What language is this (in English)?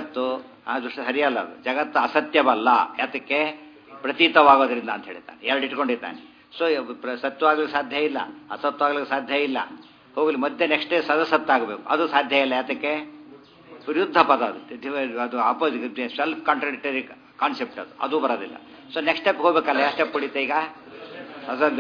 Kannada